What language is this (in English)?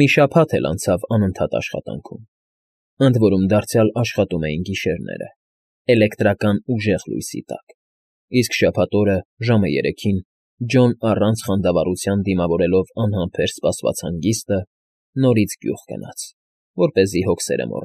Armenian